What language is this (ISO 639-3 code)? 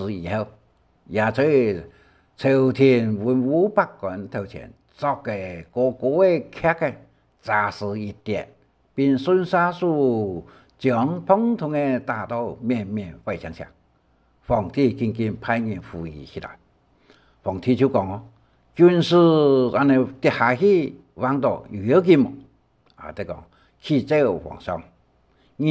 hak